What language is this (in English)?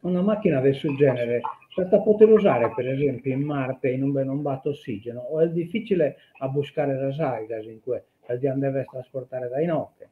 Sardinian